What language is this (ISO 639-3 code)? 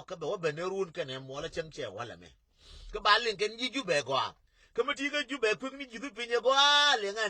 nus